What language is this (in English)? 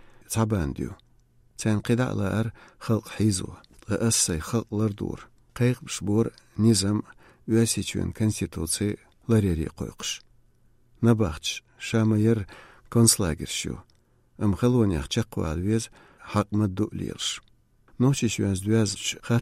Chechen